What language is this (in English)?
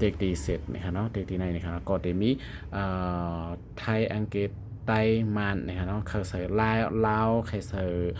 Shan